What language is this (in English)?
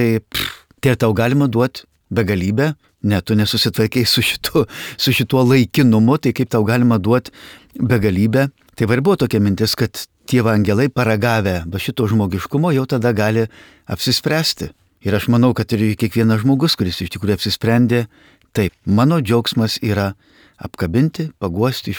Lithuanian